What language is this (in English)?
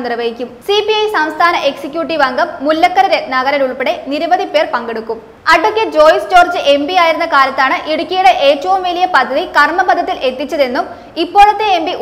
Malayalam